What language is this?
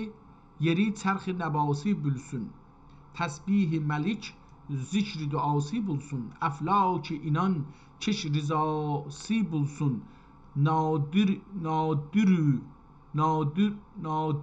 South Azerbaijani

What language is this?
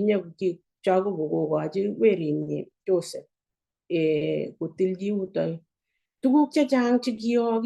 Kalenjin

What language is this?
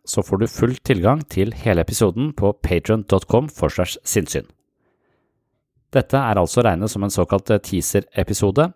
Norwegian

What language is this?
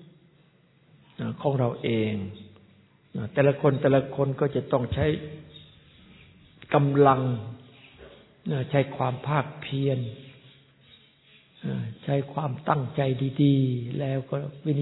Thai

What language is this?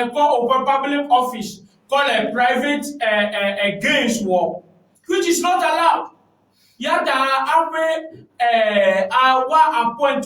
Ewe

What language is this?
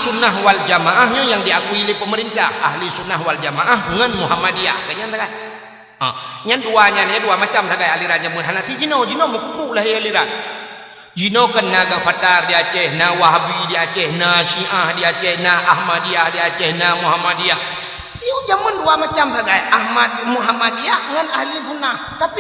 Achinese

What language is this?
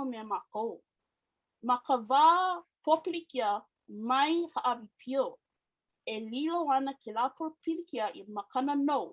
Hawaiian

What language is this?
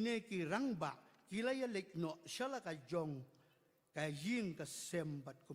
Khasi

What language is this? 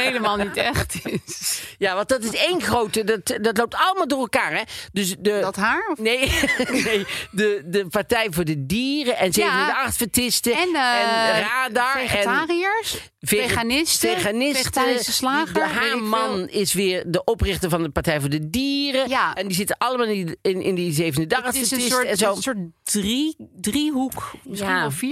Dutch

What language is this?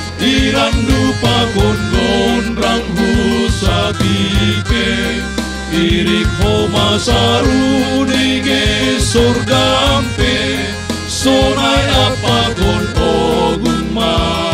Batak Simalungun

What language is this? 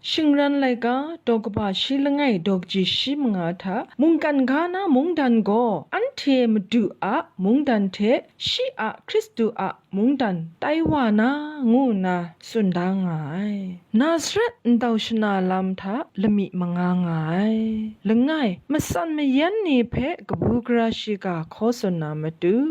Kachin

